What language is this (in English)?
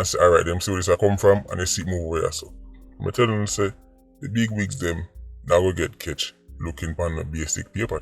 Jamaican Creole English